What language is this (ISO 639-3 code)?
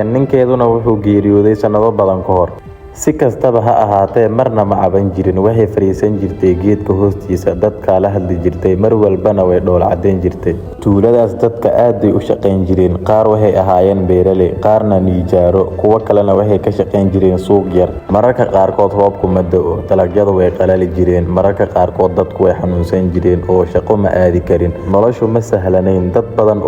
som